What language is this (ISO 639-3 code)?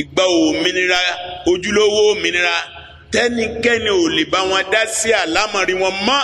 yor